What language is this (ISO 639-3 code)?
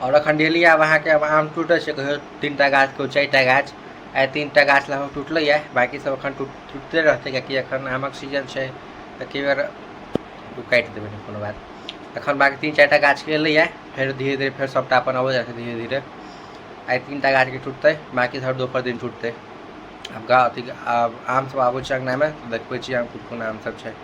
mai